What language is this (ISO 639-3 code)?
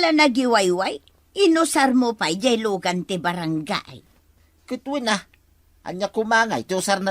ilo